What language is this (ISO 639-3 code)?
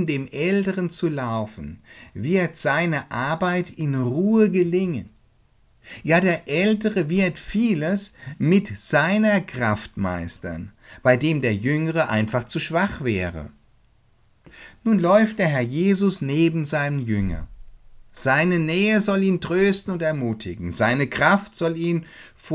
deu